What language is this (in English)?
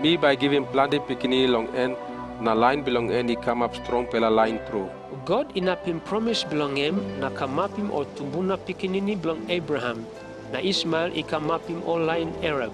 Tok Pisin